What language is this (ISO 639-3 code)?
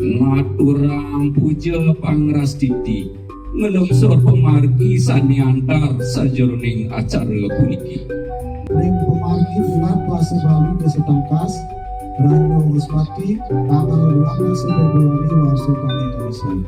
ban